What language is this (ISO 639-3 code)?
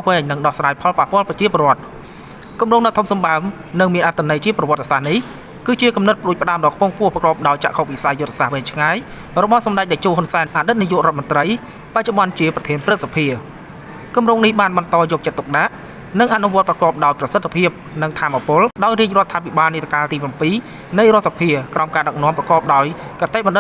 khm